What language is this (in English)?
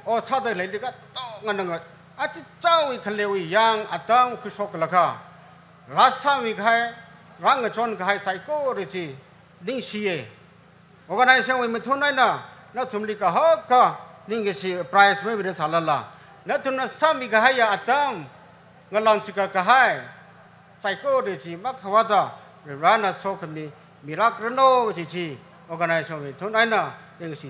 Tangkhul Naga (India)